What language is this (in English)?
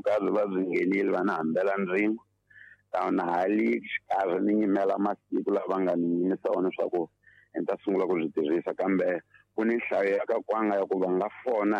Tsonga